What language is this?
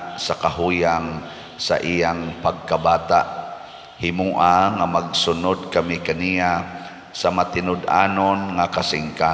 Cebuano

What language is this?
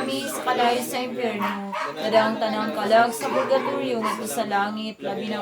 Cebuano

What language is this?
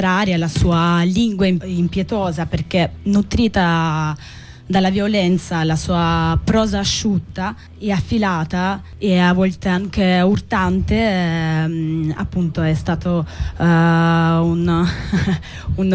Italian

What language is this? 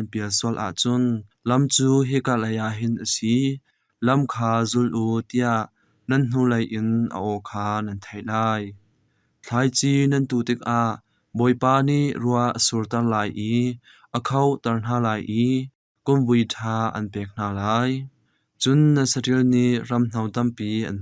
Hakha Chin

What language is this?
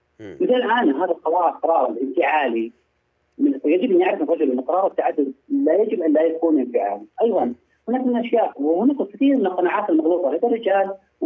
Arabic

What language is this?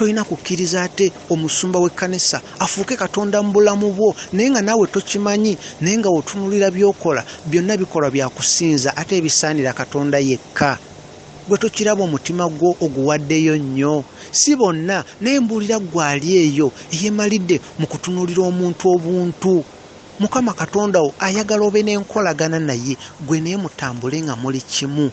Ganda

